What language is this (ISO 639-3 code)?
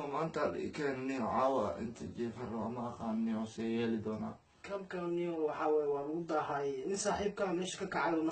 som